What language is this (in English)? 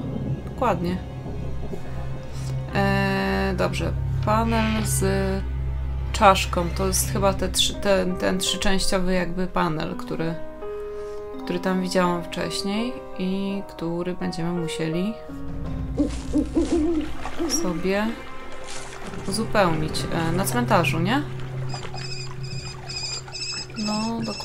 Polish